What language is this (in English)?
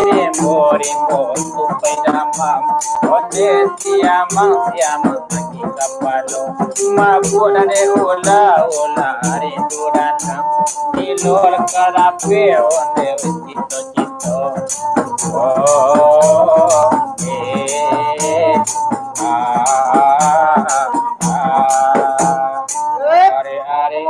Minangkabau